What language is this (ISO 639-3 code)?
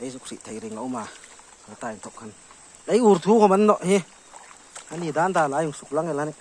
hmr